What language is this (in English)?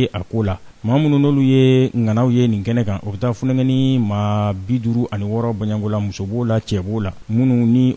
Bambara